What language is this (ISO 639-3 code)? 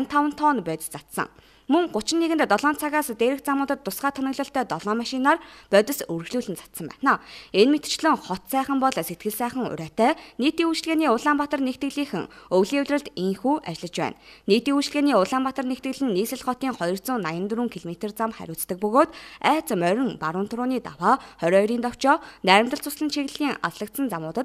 mon